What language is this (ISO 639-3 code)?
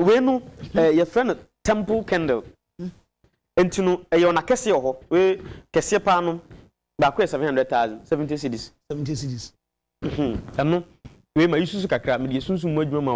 aka